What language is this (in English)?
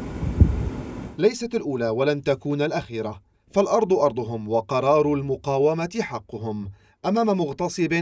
Arabic